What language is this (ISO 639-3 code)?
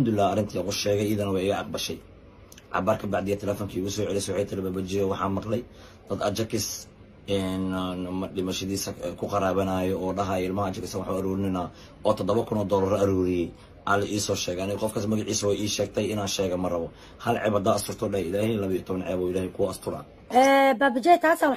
som